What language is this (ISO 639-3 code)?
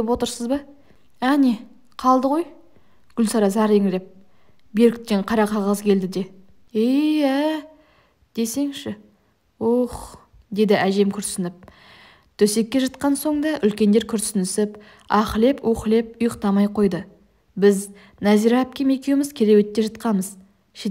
kaz